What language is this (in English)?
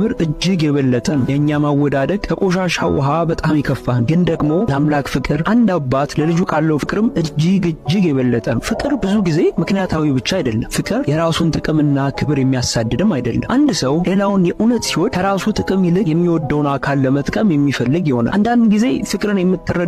Amharic